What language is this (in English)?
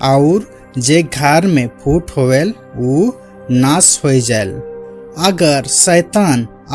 Sadri